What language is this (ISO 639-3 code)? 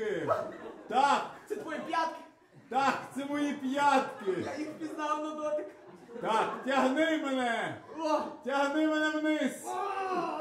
ukr